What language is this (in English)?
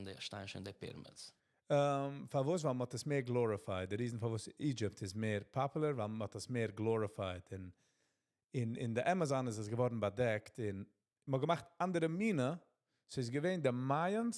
Yiddish